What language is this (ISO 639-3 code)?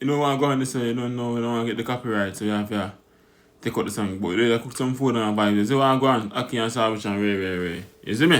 jam